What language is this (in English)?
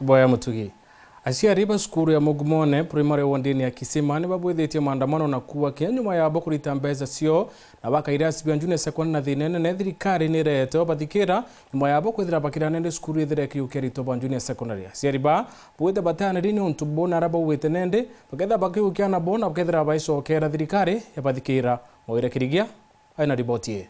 Meru